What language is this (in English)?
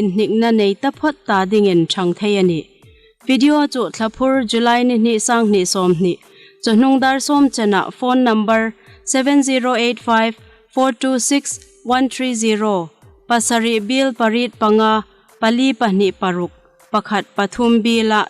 Hmar